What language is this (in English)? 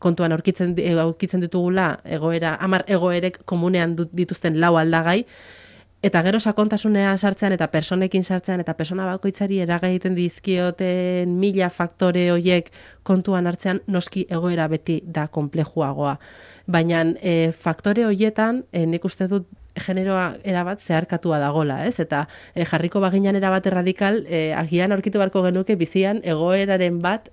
Basque